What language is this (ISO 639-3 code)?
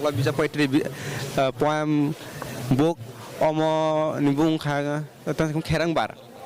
trp